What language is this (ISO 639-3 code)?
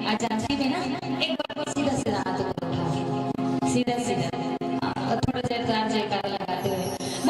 hne